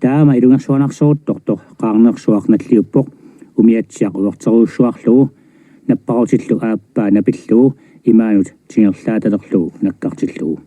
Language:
Kalaallisut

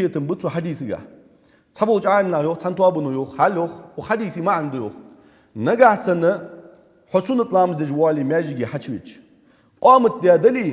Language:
Ingush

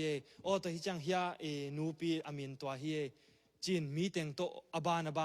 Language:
Tedim Chin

